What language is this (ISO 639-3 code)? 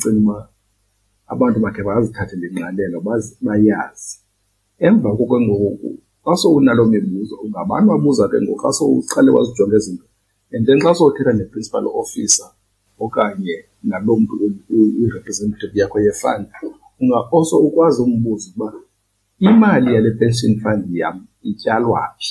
xho